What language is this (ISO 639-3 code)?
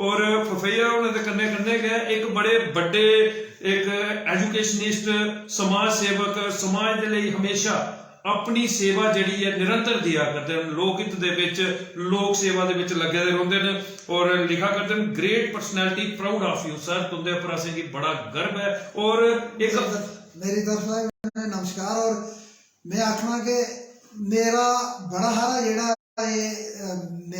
doi